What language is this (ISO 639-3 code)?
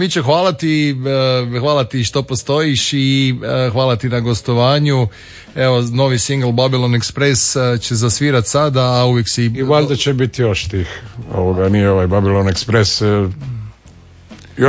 hrv